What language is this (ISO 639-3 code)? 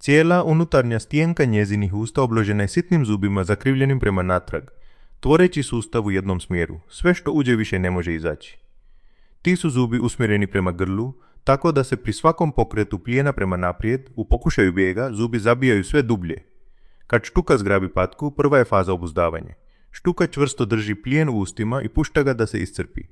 hrv